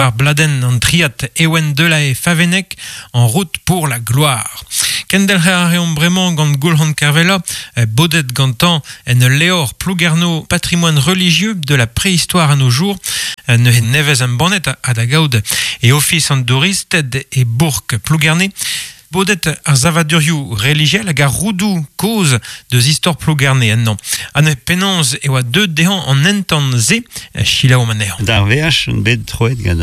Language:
Breton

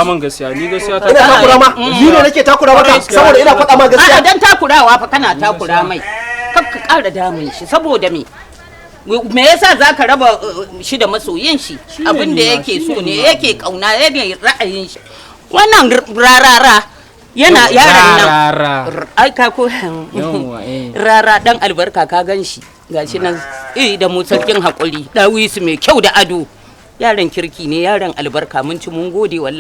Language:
Hausa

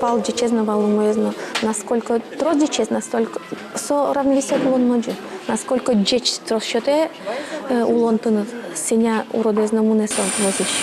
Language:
Udmurt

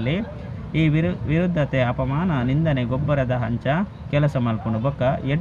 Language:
Tulu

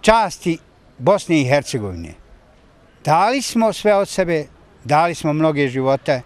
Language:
Bosnian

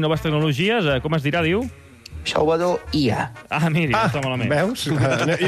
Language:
Catalan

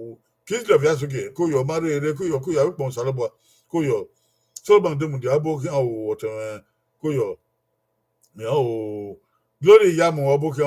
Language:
Bini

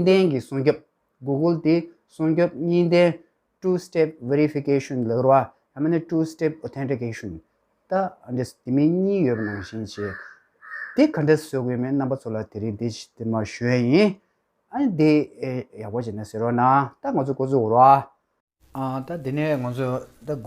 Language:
Tibetan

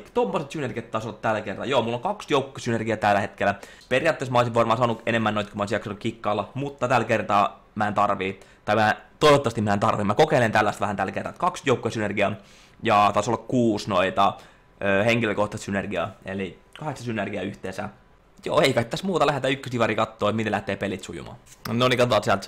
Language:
Finnish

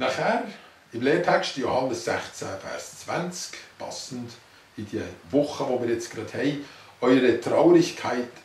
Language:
Swiss German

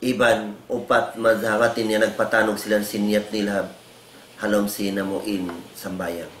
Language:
Tausug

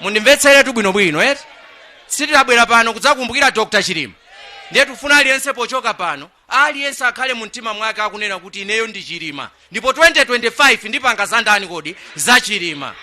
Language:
Nyanja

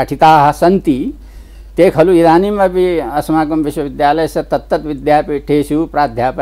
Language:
Sanskrit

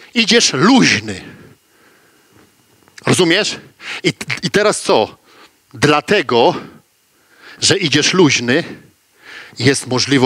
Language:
Polish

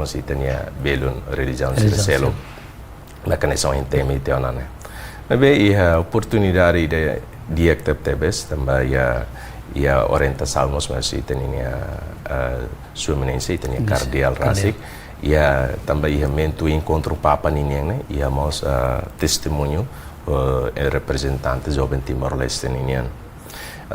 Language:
Tetum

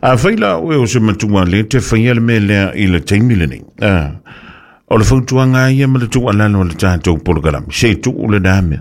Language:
Samoan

